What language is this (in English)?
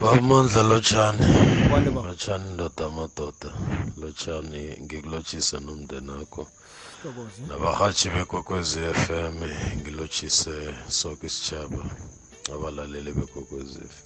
South Ndebele